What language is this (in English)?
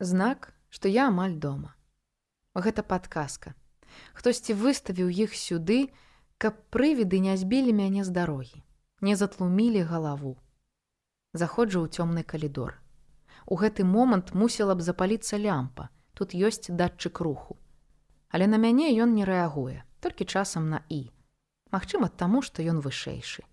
Belarusian